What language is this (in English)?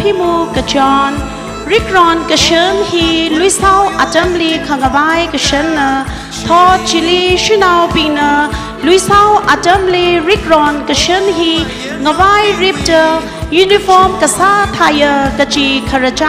Tangkhul Naga (India)